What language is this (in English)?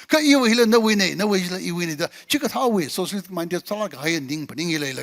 Tangkhul Naga (India)